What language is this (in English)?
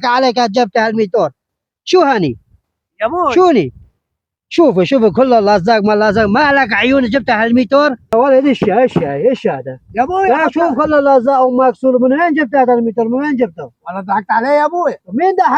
North Levantine Arabic